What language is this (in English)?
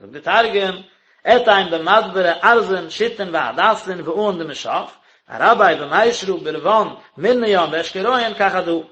Yiddish